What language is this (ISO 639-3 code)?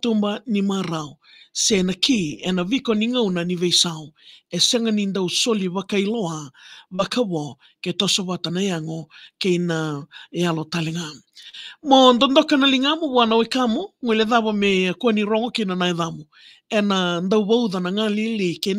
fij